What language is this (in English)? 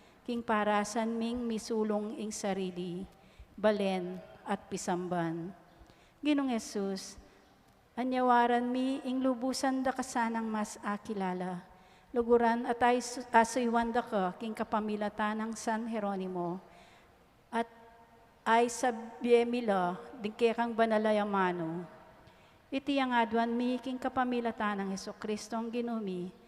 Pampanga